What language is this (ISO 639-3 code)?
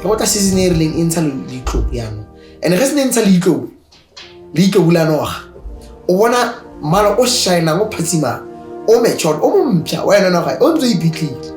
tsn